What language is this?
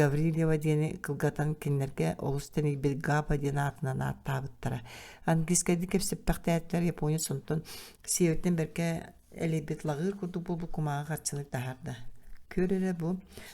Yakut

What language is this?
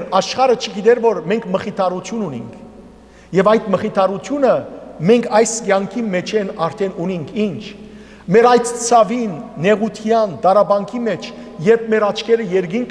Western Armenian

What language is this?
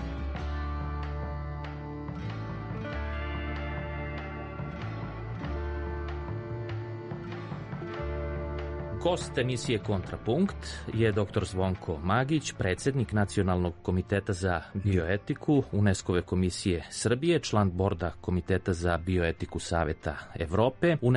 Serbian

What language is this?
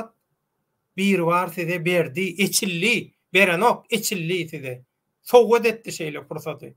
Turkmen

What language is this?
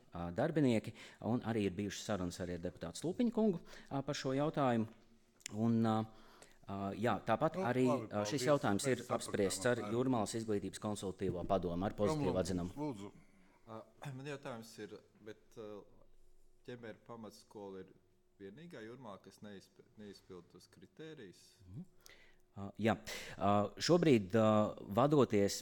Latvian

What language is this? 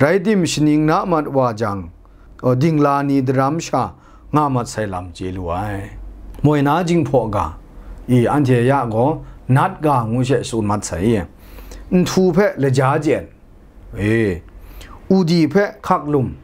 Kachin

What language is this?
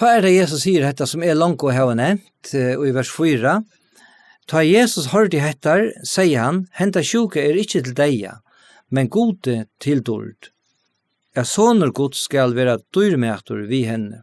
Faroese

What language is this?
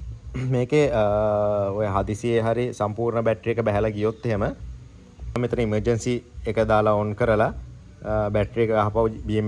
Sinhala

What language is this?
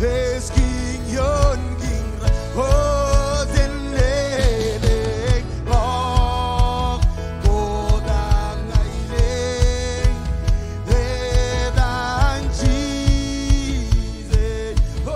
Marshallese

